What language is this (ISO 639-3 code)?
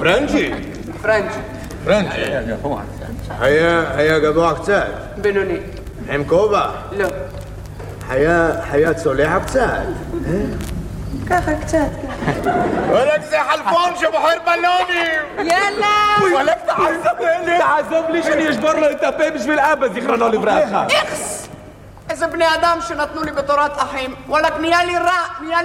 heb